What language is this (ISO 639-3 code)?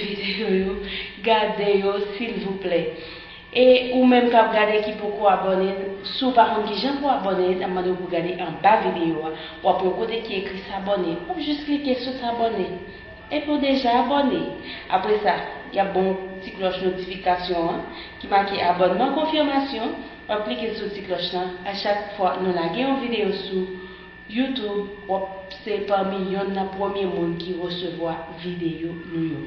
hat